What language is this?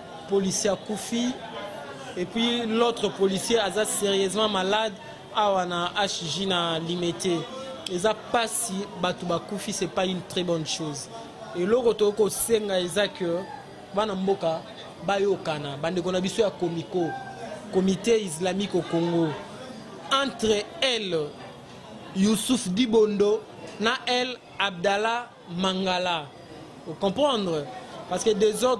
Lingala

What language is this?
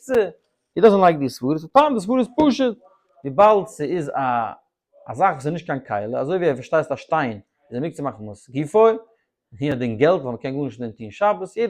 Yiddish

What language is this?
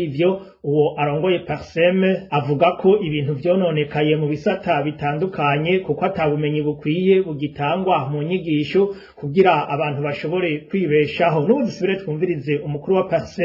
Rundi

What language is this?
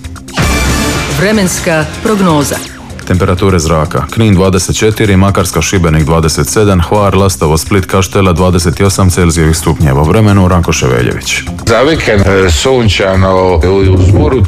Croatian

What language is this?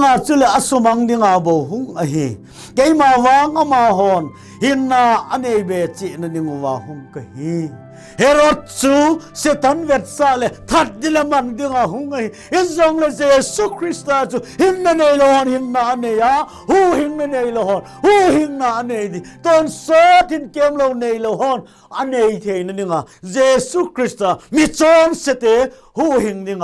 Thado Chin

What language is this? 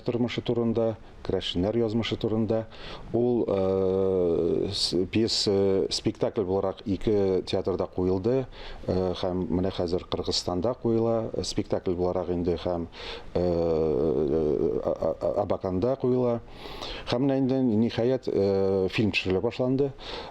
Tatar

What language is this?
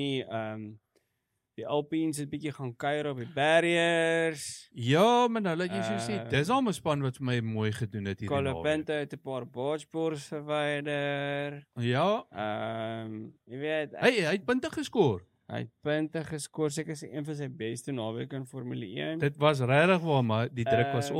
Afrikaans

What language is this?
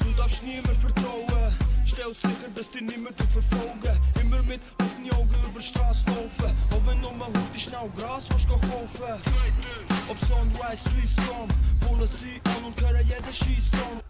Swiss German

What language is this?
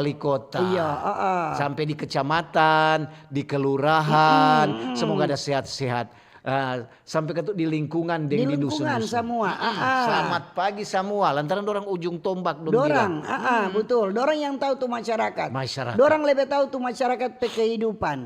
Manado Malay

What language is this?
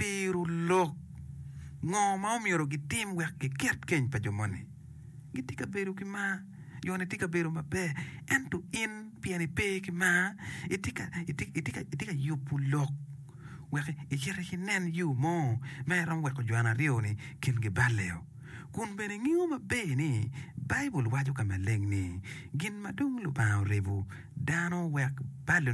Acoli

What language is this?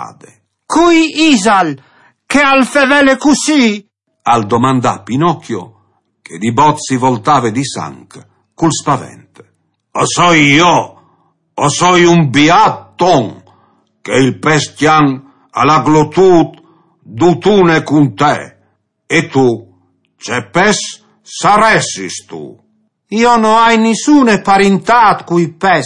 Friulian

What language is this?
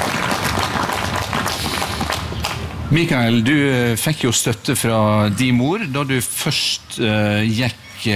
Norwegian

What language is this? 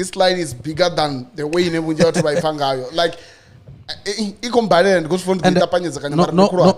Venda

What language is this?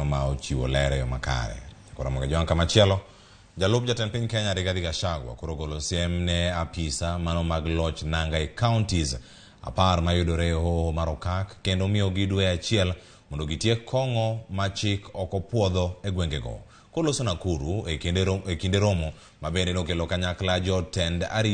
Luo (Kenya and Tanzania)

